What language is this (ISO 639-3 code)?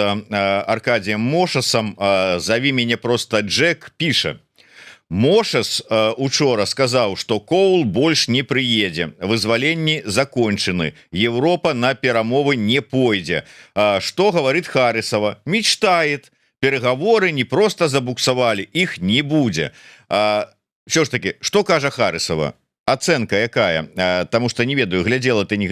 bel